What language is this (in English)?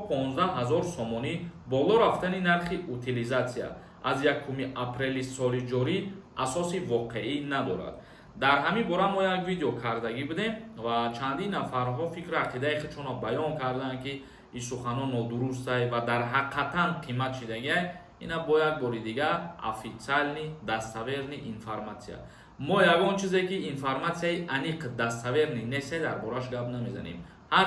Tajik